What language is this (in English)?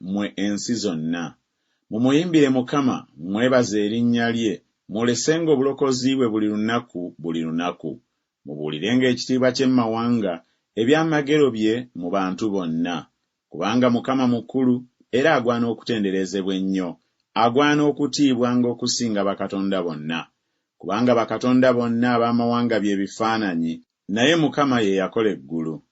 Ganda